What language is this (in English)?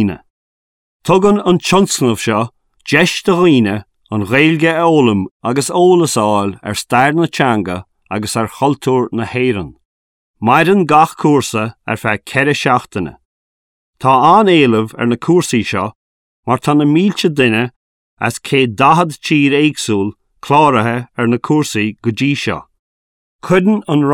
Irish